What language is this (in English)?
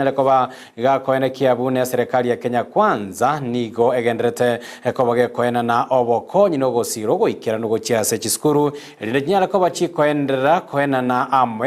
Gusii